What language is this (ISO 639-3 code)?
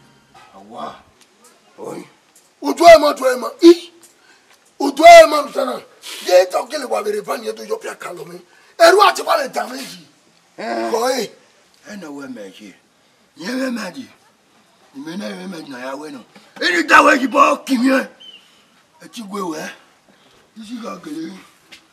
bin